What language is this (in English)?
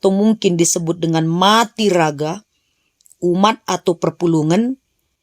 Batak Karo